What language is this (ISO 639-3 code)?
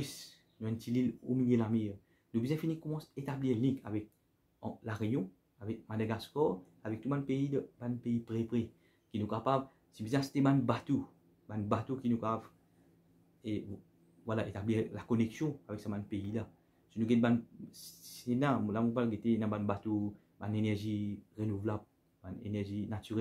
mfe